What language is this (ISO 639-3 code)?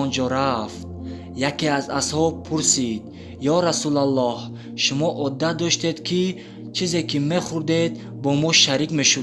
tgk